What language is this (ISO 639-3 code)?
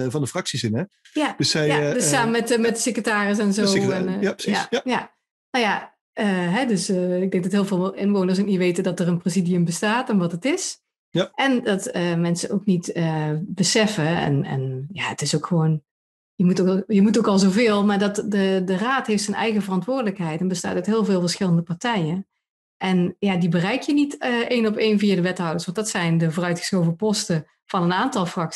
nld